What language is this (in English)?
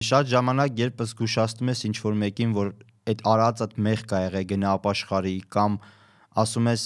Armenian